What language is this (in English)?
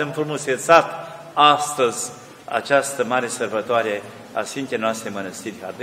Romanian